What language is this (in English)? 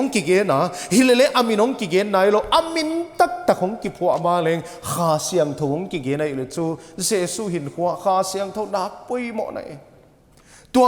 Paite Chin